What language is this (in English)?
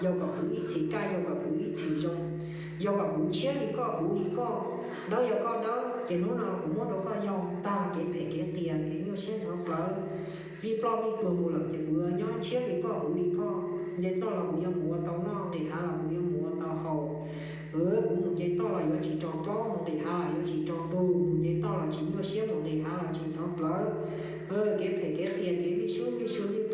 Hmong